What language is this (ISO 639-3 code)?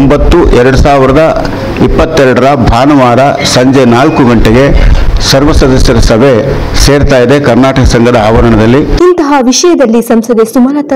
kan